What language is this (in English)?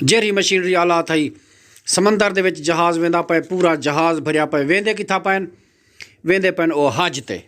Saraiki